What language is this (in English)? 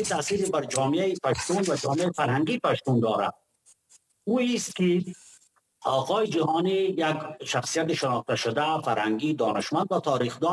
Persian